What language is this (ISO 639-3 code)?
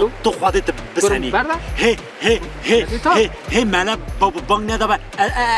kur